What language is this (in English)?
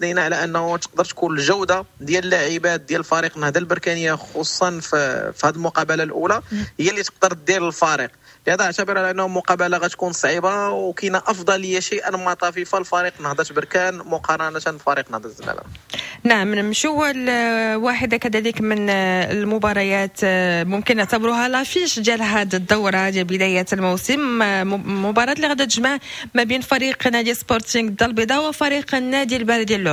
Moroccan Arabic